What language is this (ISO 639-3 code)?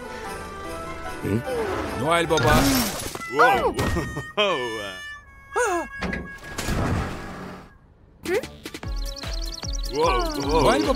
tur